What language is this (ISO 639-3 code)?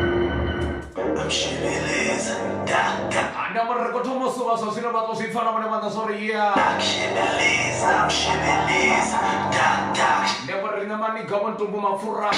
ven